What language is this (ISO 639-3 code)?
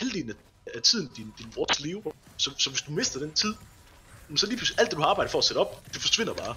dan